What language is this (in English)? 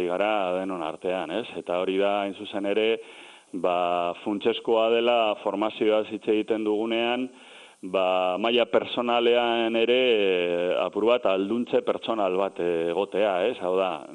Basque